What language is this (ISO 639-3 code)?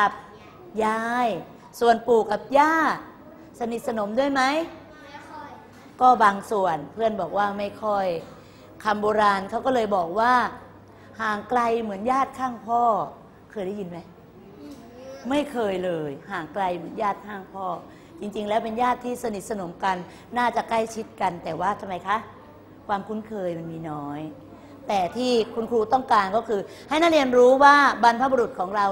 tha